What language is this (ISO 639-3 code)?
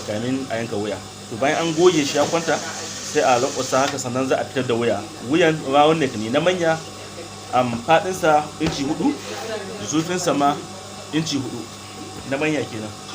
hau